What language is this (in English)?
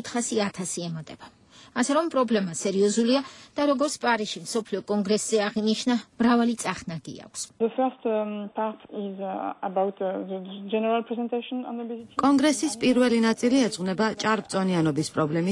Georgian